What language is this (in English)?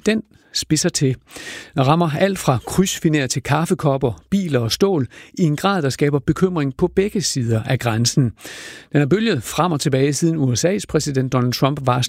Danish